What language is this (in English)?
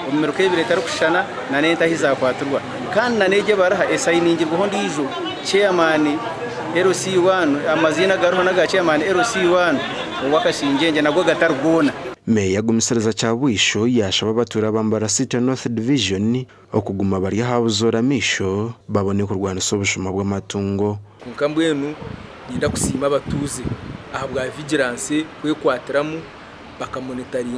Nyankole